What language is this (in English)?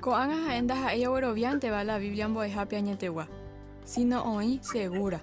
Guarani